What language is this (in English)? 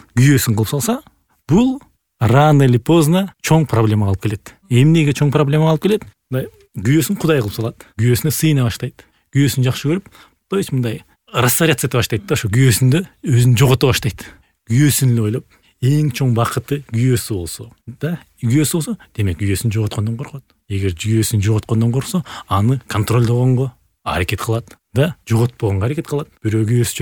Kyrgyz